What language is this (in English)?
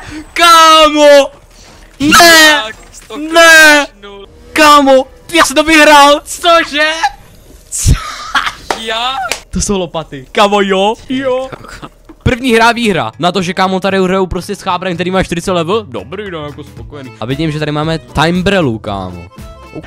Czech